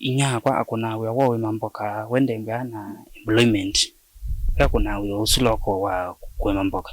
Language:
Kamba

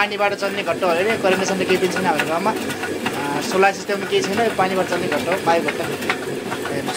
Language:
Nepali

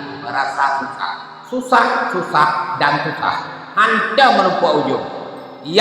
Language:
Achinese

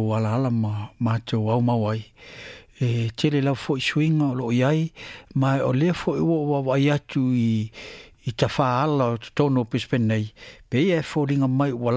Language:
Samoan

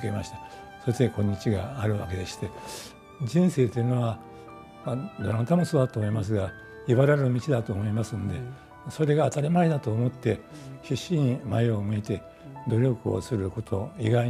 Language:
Japanese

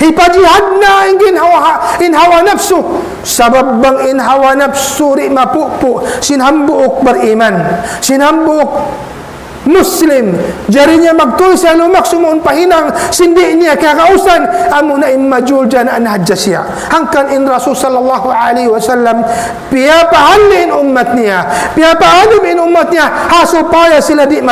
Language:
Tausug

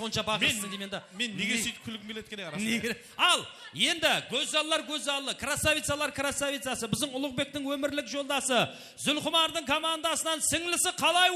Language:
Kara-Kalpak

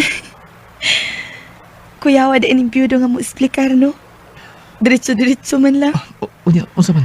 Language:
Cebuano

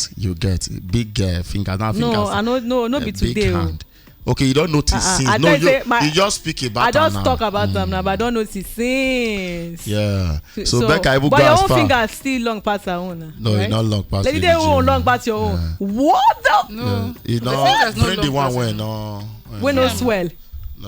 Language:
Nigerian Pidgin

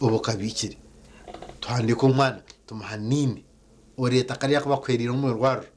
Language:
Nyankole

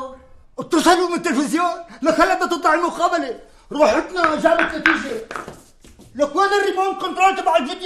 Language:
North Levantine Arabic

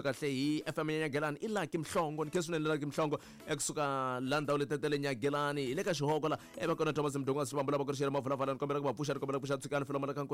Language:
Tsonga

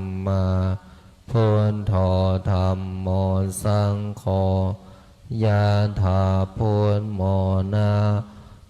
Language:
Pali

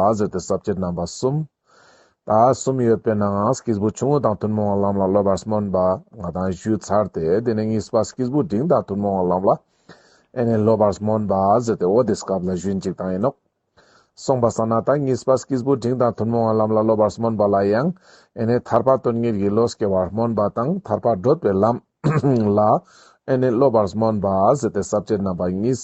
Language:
Ladakhi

